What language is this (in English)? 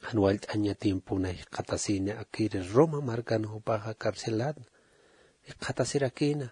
Aymara